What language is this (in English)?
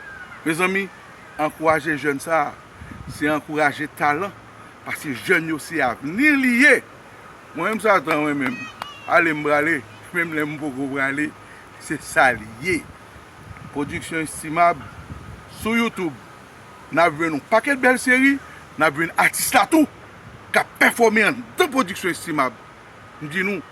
Haitian Creole